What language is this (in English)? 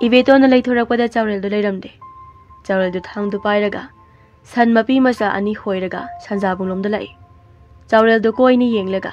Manipuri